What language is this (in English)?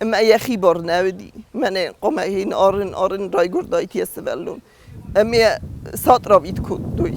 Ossetic